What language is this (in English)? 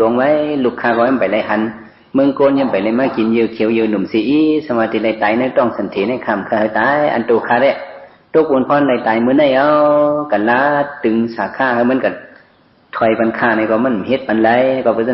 Shan